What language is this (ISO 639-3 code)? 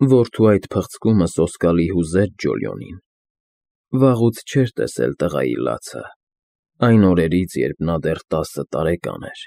hye